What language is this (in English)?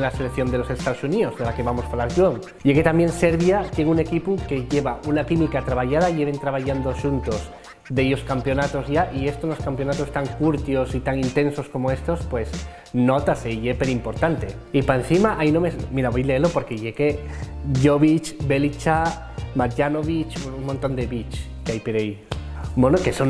Asturian